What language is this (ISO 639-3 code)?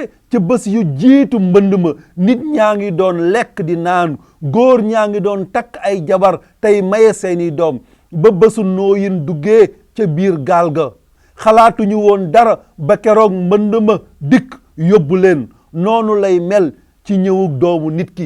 wol